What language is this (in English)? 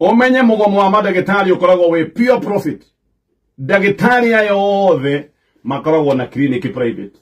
Kikuyu